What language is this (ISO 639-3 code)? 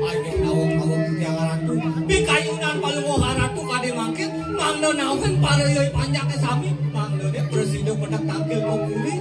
ban